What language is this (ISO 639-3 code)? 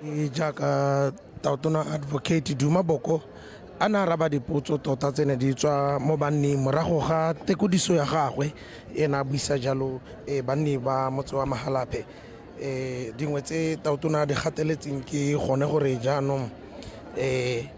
tsn